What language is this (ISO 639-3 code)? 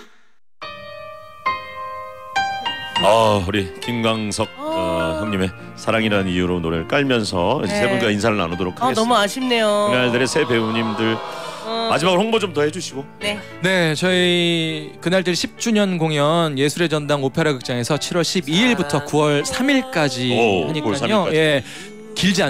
kor